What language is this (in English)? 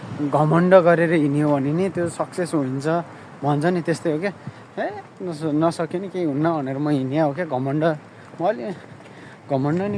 Nepali